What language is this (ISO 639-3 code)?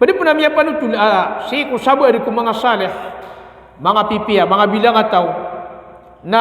mrw